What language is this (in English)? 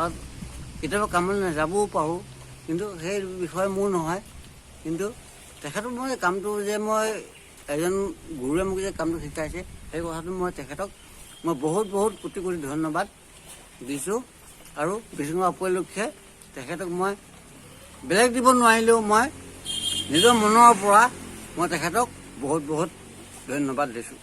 Assamese